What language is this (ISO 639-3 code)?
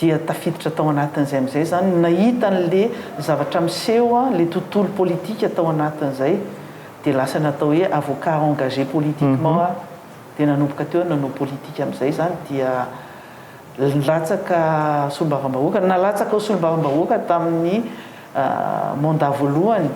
mlg